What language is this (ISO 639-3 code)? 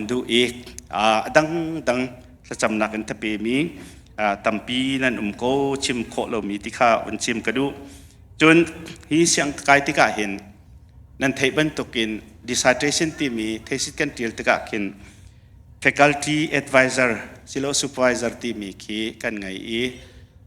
cnh